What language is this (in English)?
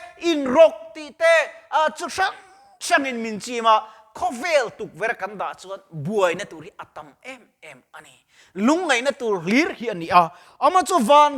Mizo